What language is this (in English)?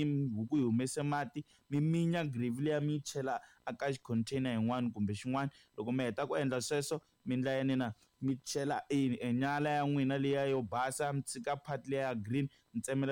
Tsonga